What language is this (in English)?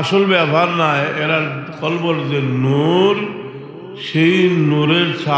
Sylheti